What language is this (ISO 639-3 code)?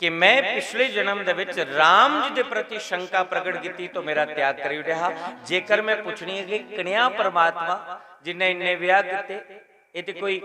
doi